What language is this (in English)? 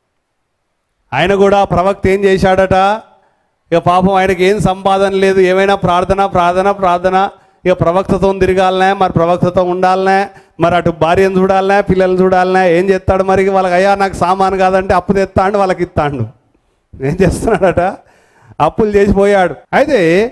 Telugu